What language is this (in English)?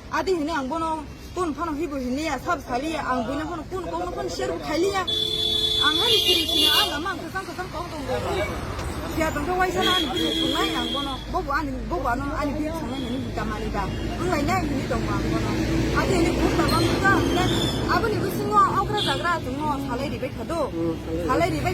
Kok Borok